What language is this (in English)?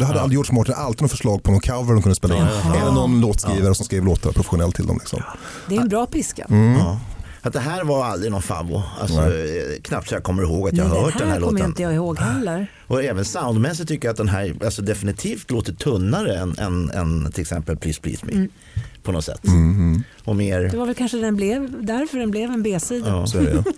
Swedish